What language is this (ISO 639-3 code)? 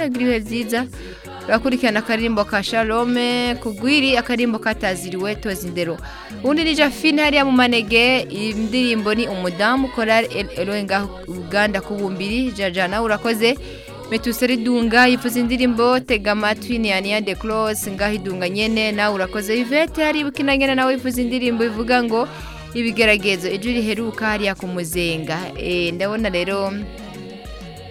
run